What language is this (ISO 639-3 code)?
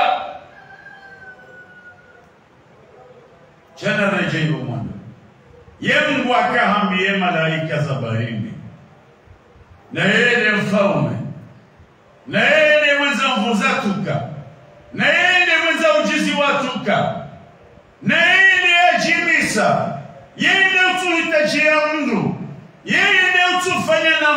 swa